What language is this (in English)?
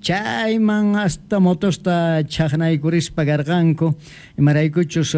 Quechua